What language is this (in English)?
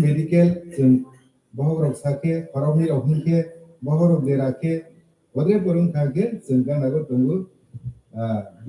Kok Borok